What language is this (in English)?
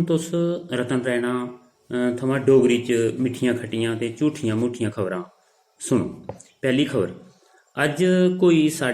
Dogri